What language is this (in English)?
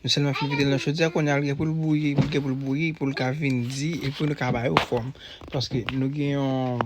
Haitian Creole